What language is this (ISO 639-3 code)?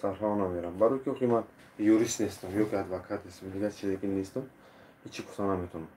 tgk